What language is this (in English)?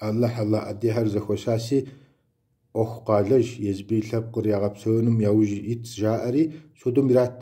Kabardian